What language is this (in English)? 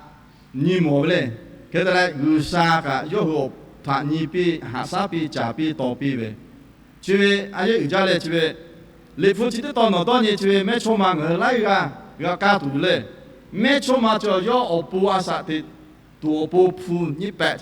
Lahu